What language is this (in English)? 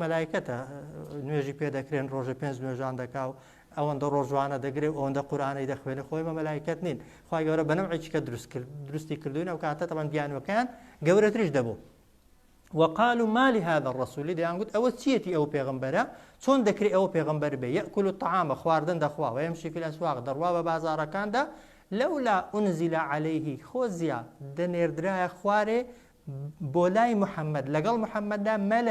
Central Kurdish